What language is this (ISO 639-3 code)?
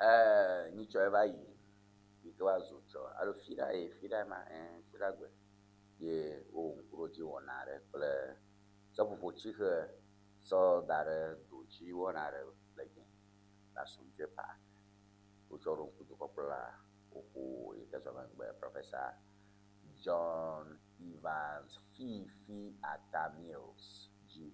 ewe